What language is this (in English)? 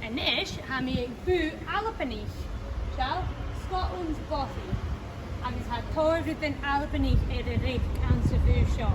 Scottish Gaelic